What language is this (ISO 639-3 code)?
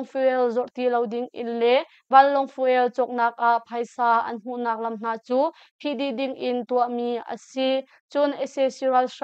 cnh